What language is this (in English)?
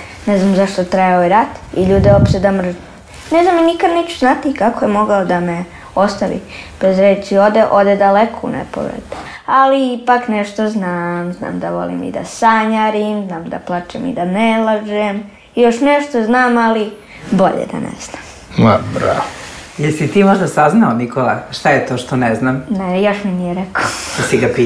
Serbian